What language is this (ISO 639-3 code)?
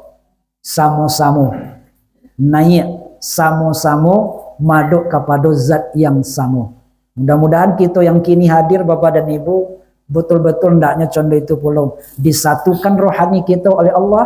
min